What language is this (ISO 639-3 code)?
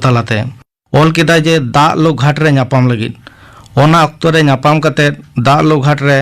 sat